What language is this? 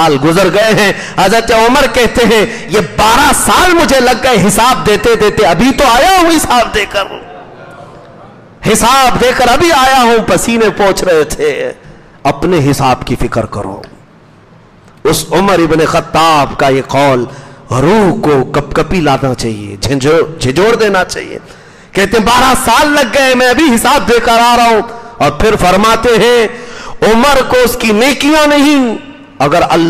Urdu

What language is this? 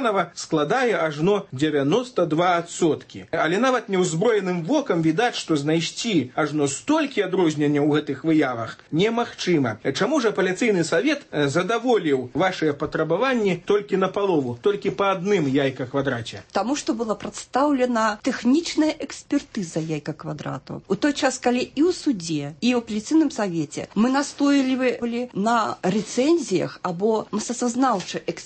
Belarusian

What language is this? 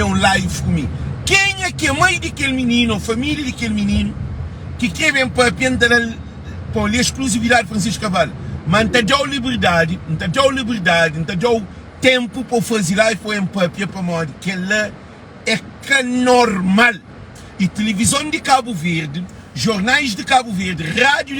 Kabuverdianu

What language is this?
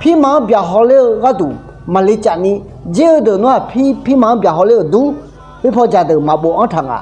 Akha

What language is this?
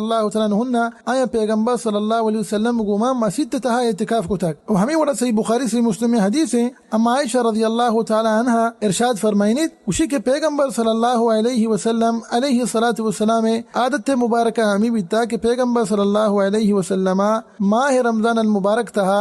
Baluchi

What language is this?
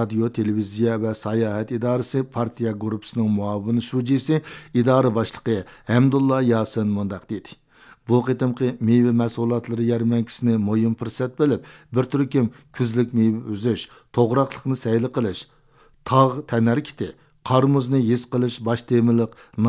Uyghur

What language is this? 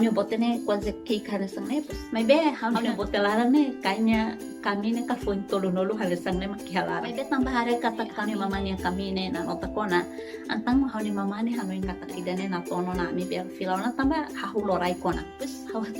Tetum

